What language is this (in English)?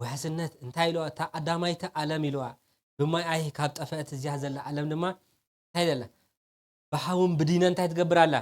Tigrinya